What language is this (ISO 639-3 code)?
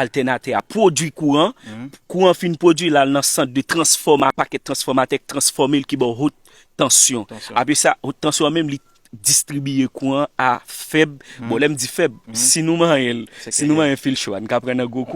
hat